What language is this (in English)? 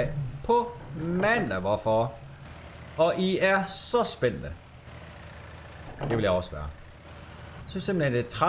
Danish